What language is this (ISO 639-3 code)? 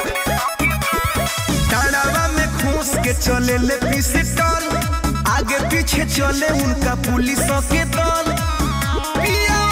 bho